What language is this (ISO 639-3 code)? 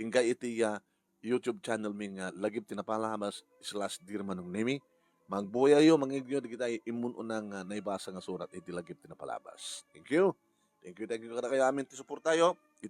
ilo